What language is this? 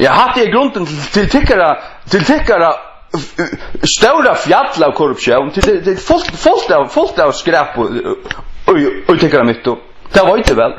Faroese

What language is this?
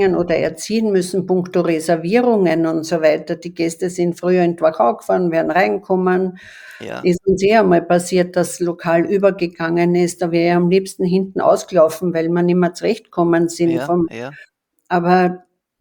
German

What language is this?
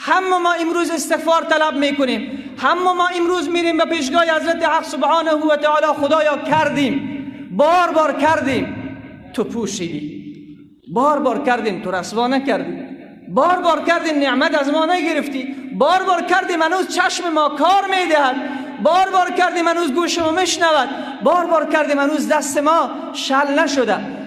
Persian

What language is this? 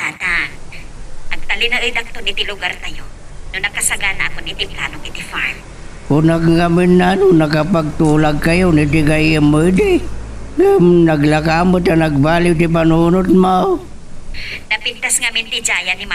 Iloko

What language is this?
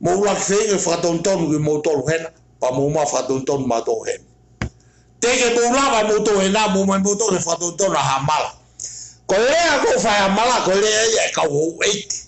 Tongan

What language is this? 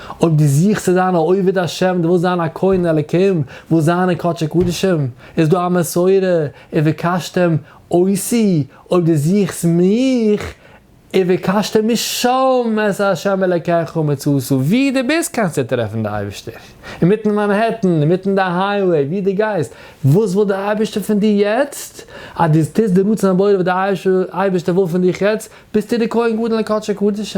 Yiddish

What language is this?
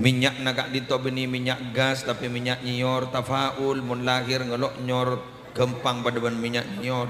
Madurese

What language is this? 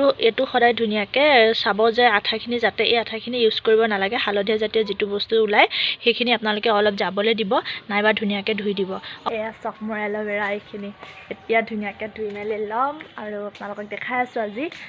Assamese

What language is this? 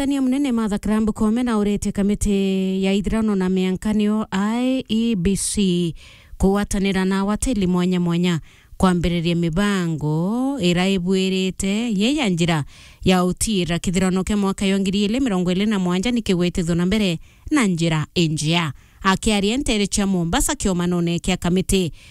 Meru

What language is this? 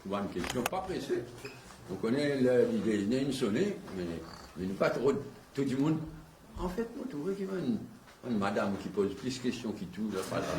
Morisyen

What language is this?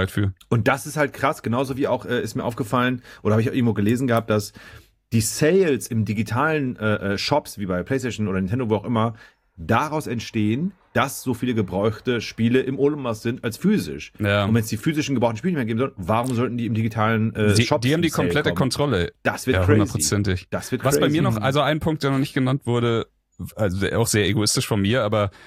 German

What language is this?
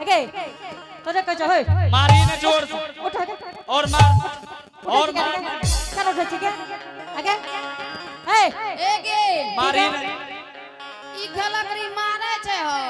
Angika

